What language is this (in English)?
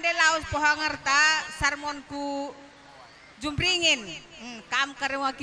Batak Karo